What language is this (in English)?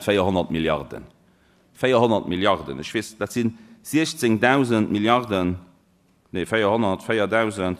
Luxembourgish